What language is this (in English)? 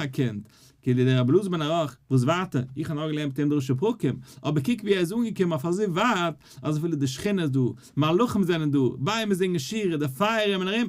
Yiddish